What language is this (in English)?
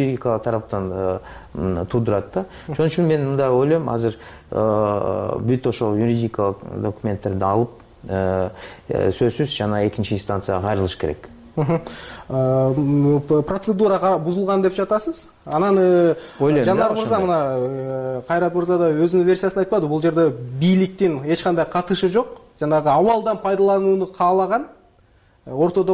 Kyrgyz